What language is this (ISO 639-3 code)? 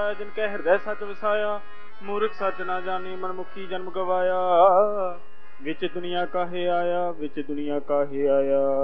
pan